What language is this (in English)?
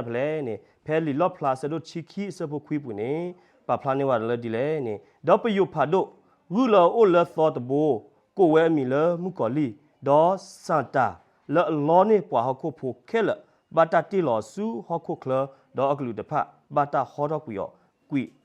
S'gaw Karen